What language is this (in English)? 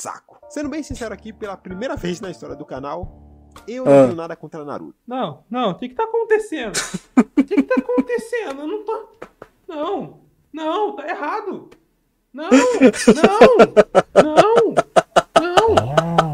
Portuguese